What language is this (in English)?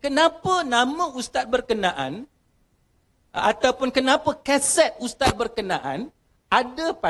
Malay